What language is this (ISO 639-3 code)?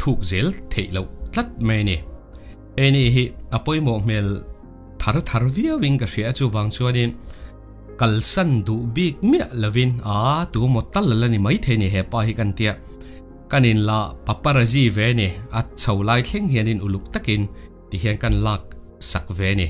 lus